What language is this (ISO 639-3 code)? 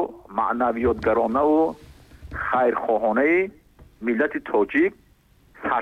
tgk